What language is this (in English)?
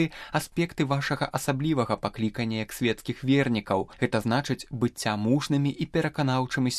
Belarusian